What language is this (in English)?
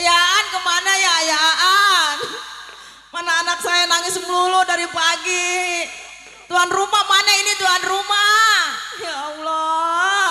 Betawi